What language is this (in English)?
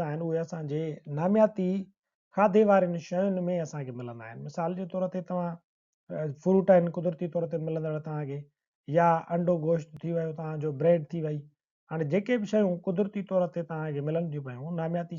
Sindhi